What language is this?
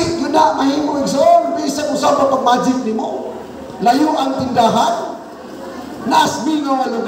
Cebuano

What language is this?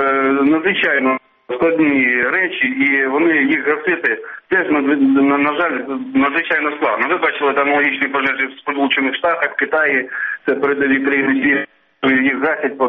Ukrainian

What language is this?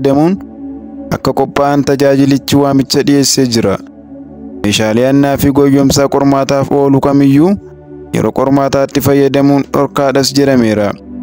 Oromo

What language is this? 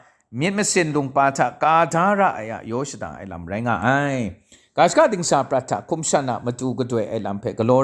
Kachin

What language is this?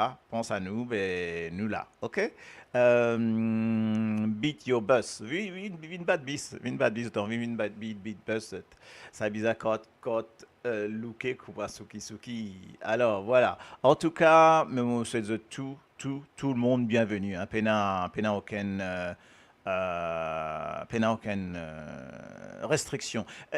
Morisyen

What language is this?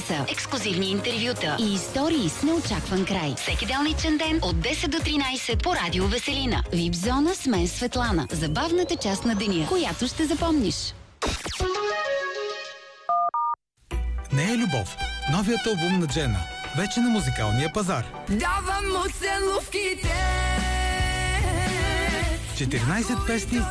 Bulgarian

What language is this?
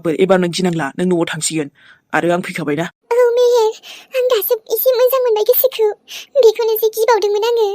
Bodo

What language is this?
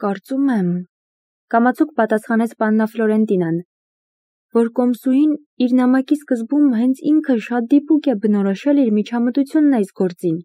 Armenian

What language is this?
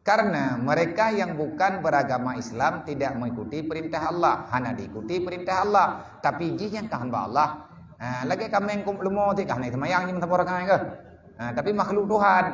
Achinese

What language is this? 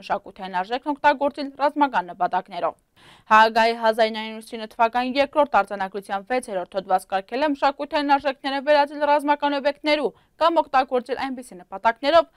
Armenian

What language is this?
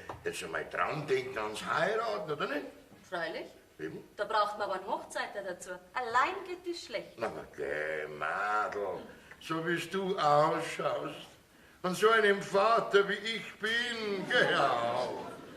Bavarian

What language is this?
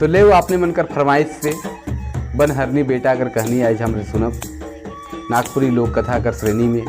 Sadri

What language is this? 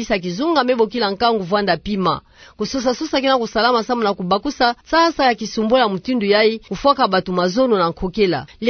Kituba (Democratic Republic of Congo)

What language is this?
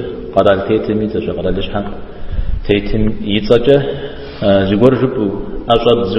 Kabardian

